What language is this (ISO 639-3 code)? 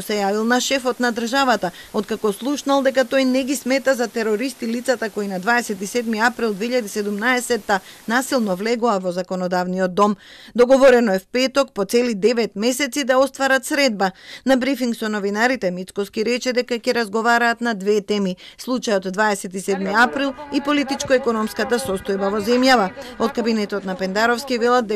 mkd